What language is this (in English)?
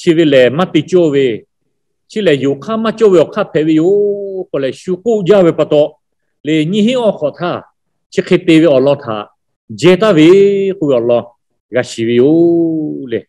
Lahu